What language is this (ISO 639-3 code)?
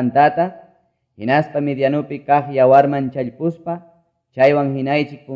que